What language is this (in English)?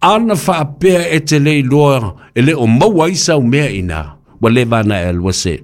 Samoan